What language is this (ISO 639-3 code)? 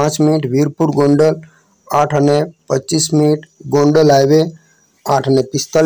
guj